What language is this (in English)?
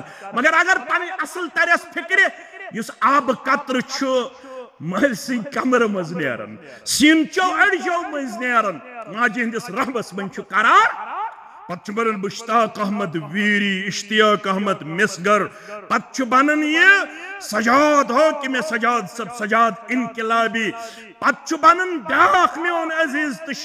Kashmiri